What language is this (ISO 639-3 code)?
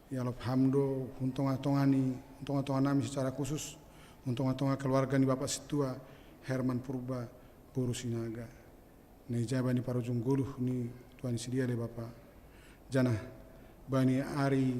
bts